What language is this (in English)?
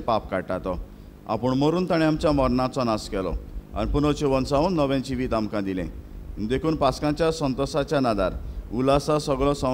Konkani